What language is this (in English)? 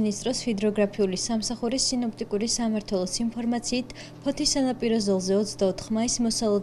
Georgian